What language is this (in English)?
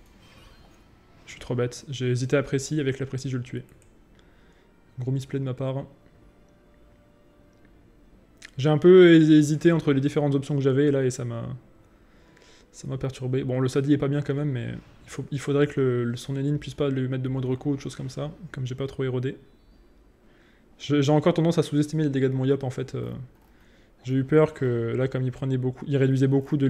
French